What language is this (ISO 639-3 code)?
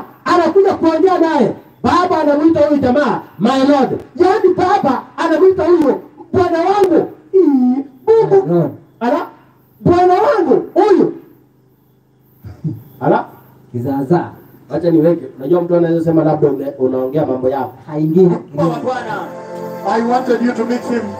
swa